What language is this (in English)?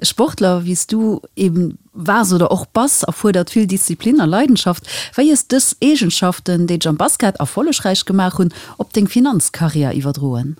Luxembourgish